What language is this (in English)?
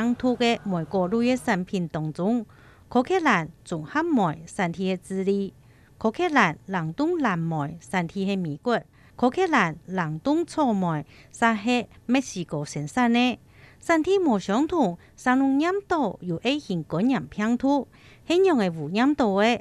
Hakka Chinese